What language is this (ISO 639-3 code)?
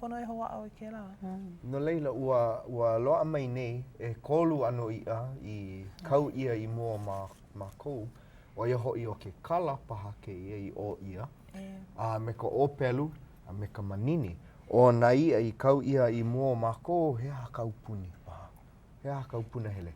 haw